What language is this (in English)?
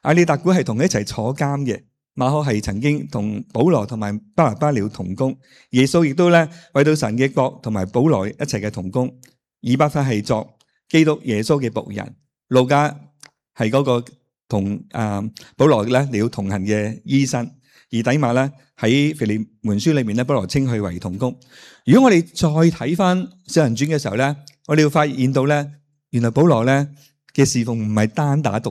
Cantonese